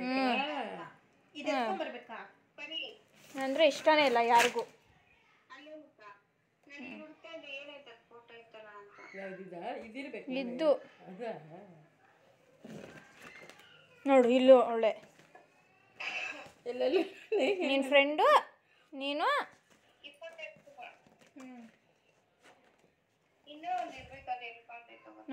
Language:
Kannada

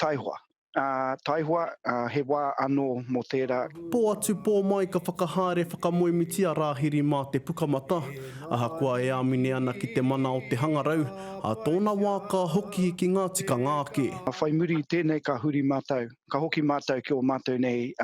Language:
Māori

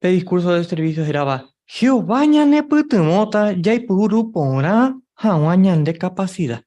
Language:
Guarani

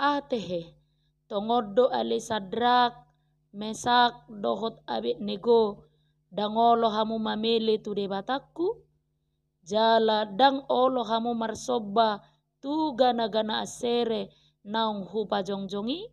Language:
Batak Toba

